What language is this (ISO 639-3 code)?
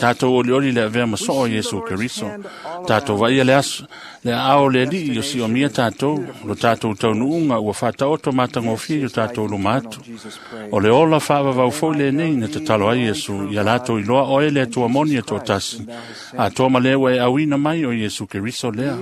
smo